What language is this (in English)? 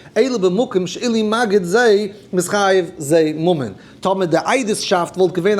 Yiddish